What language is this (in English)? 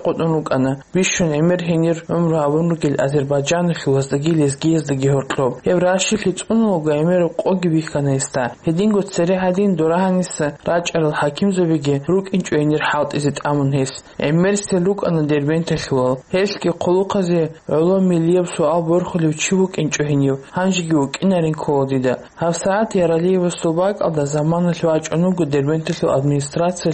Avaric